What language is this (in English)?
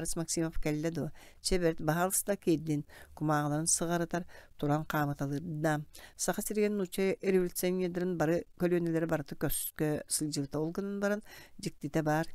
Yakut